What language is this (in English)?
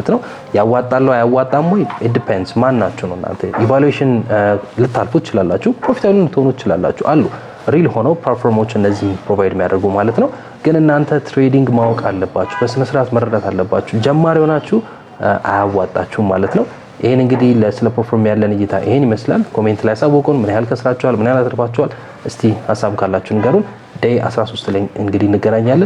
Amharic